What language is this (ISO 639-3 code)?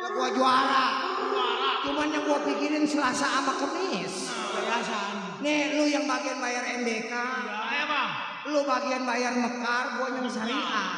bew